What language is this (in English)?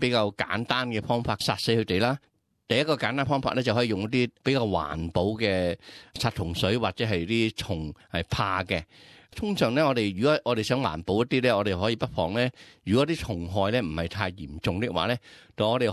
Cantonese